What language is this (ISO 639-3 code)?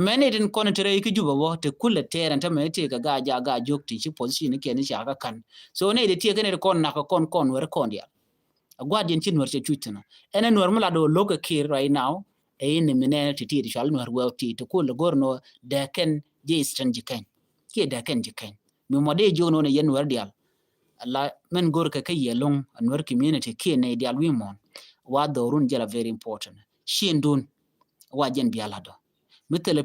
nus